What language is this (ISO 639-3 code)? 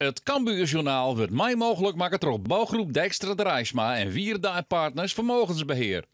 fry